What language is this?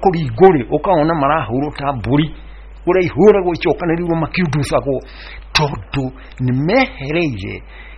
Kikuyu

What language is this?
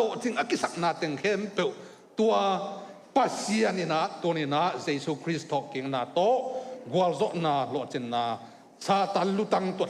Tedim Chin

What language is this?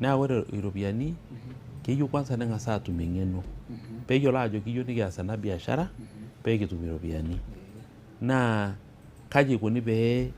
Masai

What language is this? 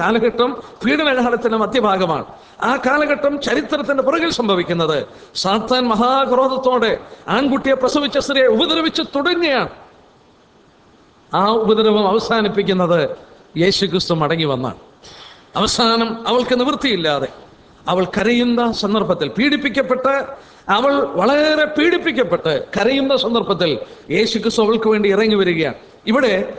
Malayalam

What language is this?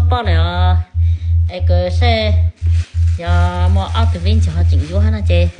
Hmong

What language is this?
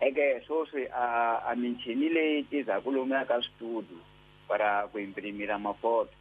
Tsonga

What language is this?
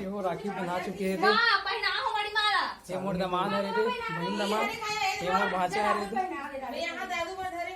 Chhattisgarhi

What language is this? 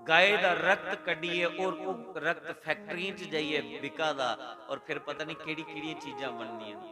Dogri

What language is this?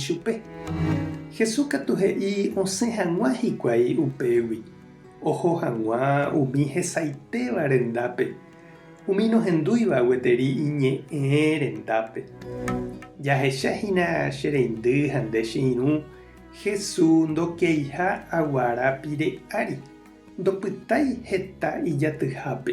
Guarani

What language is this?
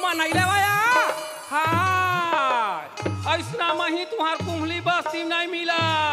Chhattisgarhi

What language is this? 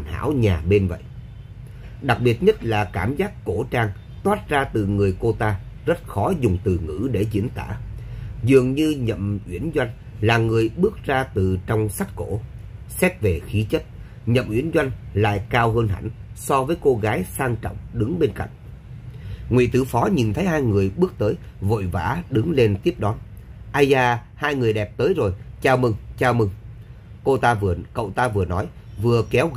Vietnamese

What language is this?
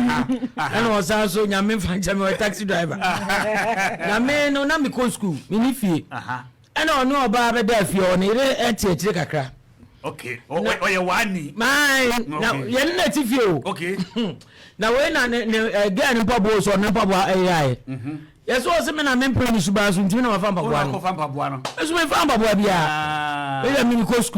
Akan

